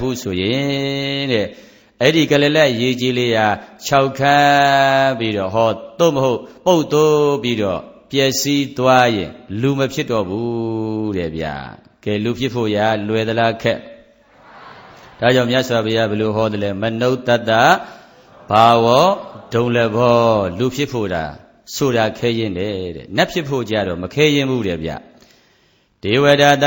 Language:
Burmese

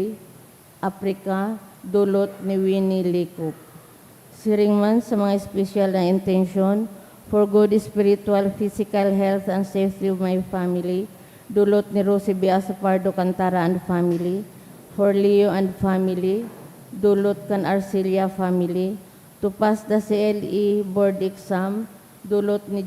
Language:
Bikol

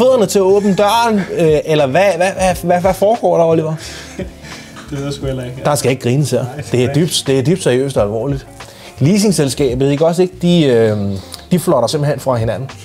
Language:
Danish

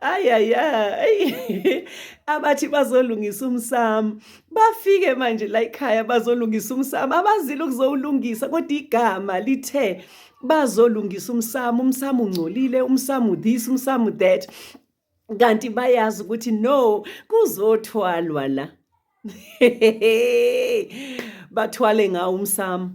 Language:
Zulu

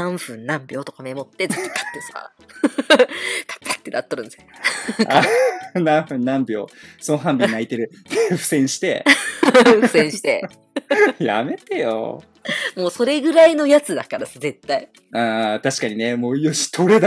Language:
Japanese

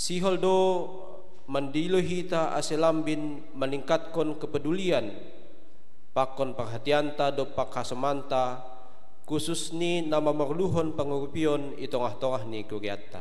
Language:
Batak Simalungun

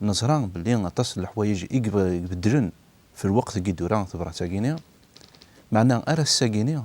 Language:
Kabyle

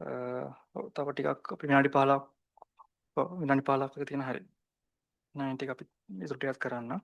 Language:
Sinhala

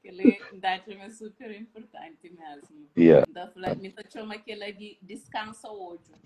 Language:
Kabuverdianu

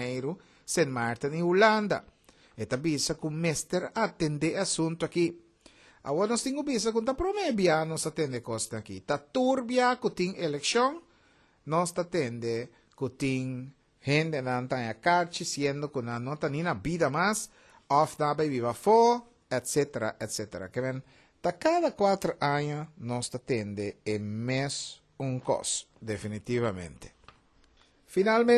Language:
Papiamento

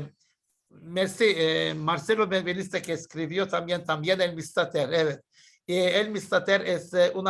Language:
Ladino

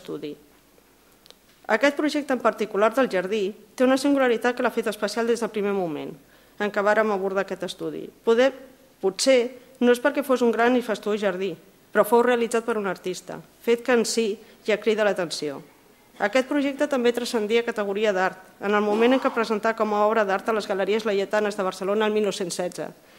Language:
Catalan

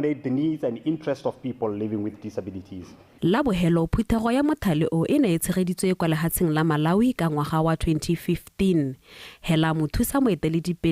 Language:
Tswana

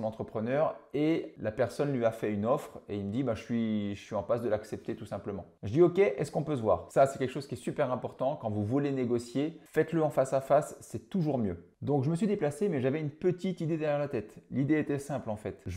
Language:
French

